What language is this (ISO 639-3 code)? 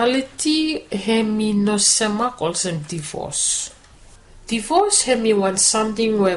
bis